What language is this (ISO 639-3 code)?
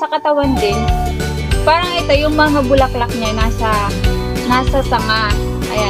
fil